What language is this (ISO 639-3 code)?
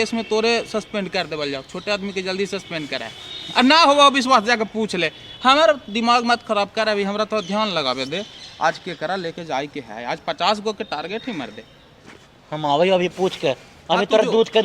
mag